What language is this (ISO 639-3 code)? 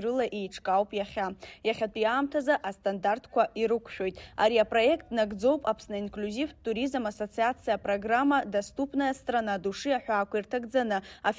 abk